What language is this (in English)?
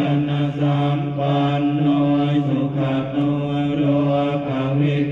Pali